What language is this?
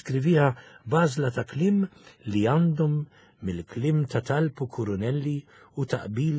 Maltese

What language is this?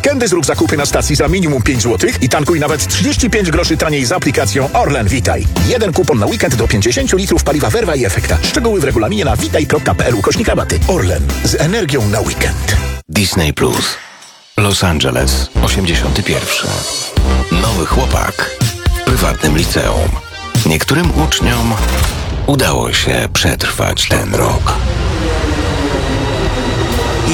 Polish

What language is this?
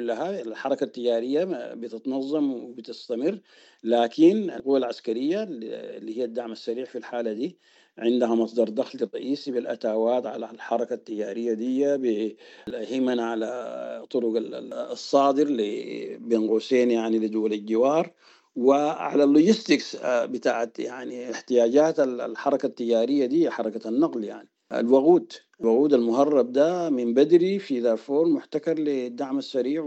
Sudanese Arabic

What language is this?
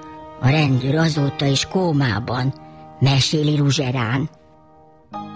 Hungarian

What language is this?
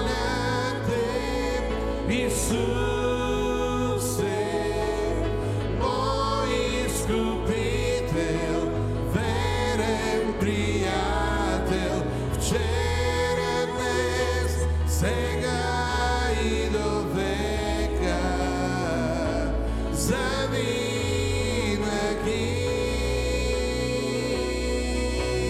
Bulgarian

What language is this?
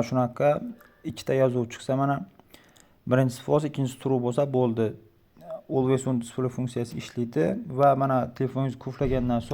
Uzbek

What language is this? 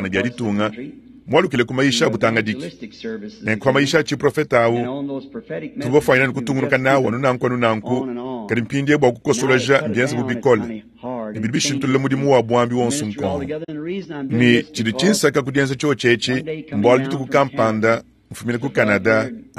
Luba-Lulua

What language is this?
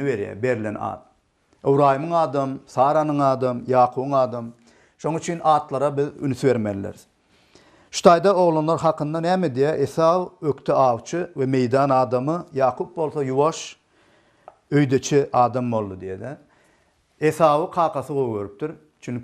Turkmen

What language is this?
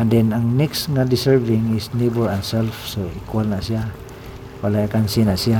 Cebuano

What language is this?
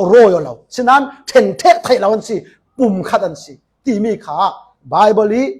Falam Chin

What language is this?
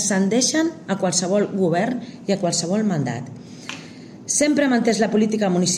Catalan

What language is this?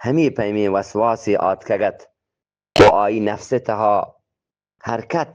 Eastern Balochi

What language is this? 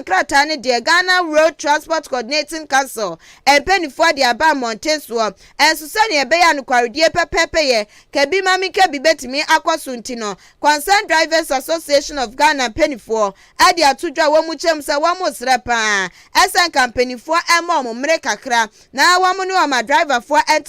Akan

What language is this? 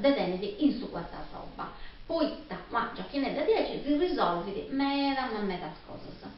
Sardinian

